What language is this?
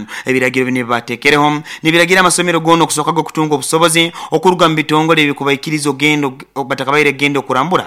Nyoro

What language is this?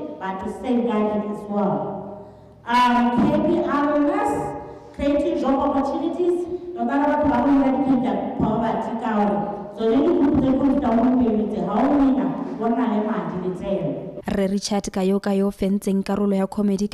Tswana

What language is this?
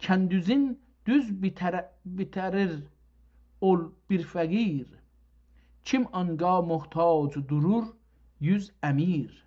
South Azerbaijani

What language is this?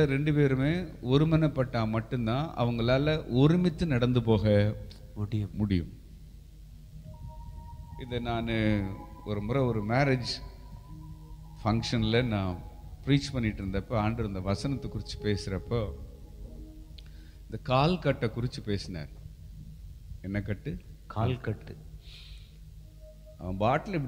Tamil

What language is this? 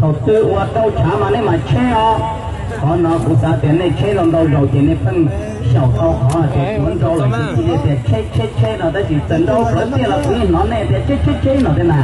Hmong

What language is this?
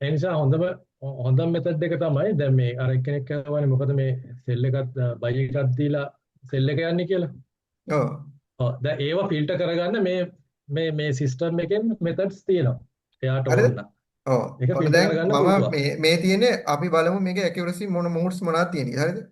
Sinhala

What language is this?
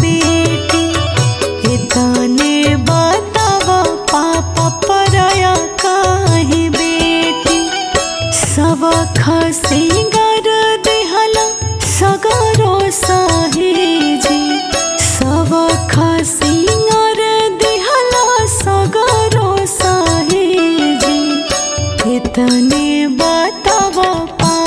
Bhojpuri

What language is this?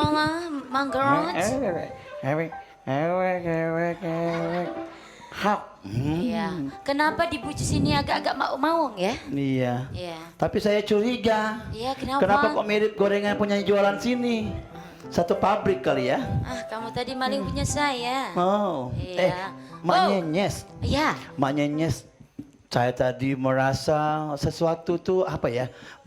Musi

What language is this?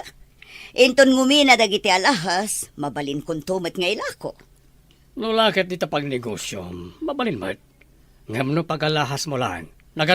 Iloko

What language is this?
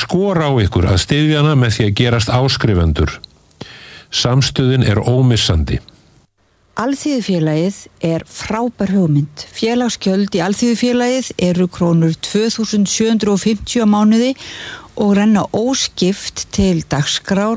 Icelandic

